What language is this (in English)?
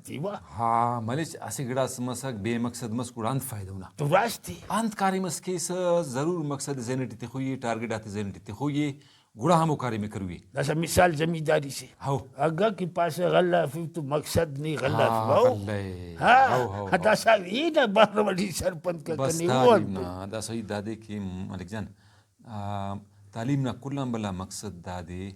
Brahui